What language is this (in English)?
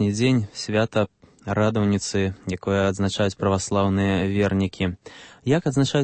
Belarusian